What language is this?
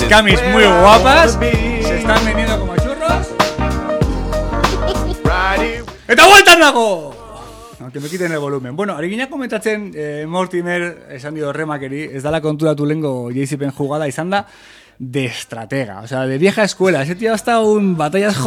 Basque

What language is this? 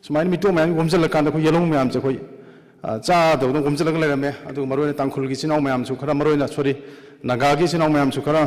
Manipuri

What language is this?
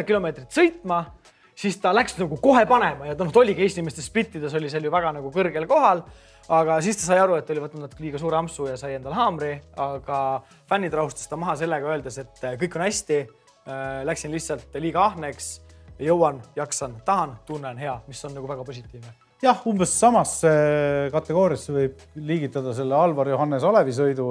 Estonian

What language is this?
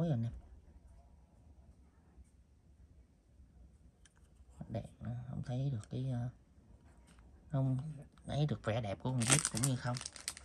Vietnamese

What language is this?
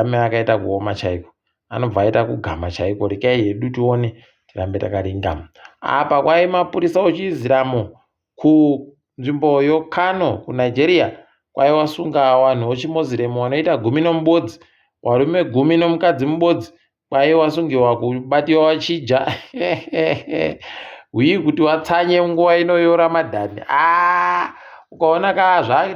Ndau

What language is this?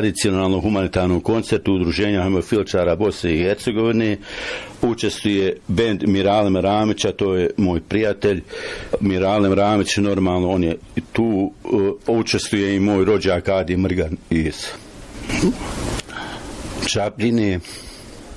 Bosnian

